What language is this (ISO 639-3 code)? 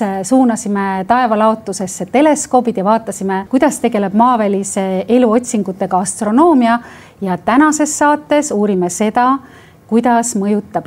est